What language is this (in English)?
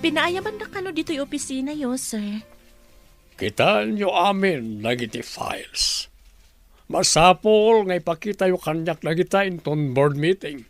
Iloko